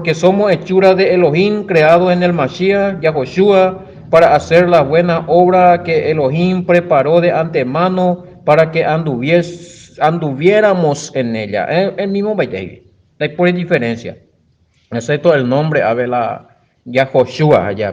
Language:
Guarani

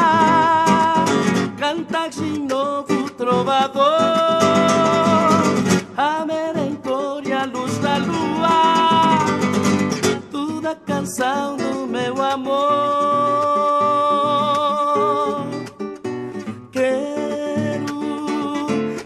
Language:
Portuguese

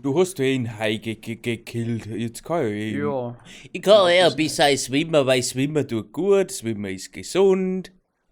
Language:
Bavarian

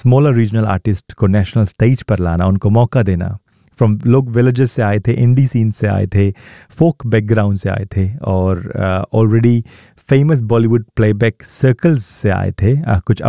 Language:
Hindi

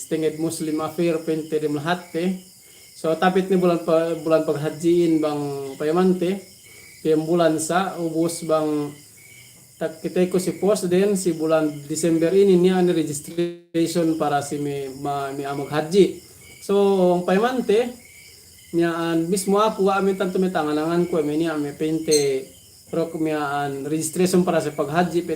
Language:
Yakan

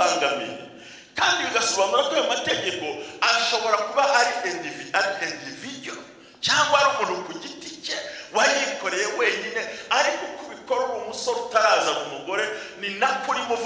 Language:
Kinyarwanda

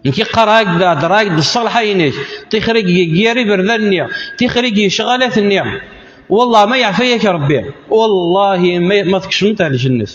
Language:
Kabyle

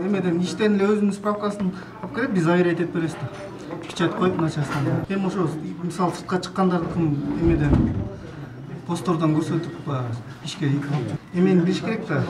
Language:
Kyrgyz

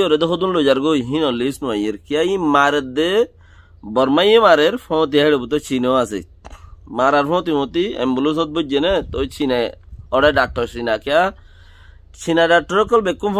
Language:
Rohingya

